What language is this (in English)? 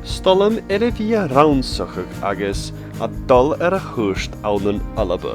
Scottish Gaelic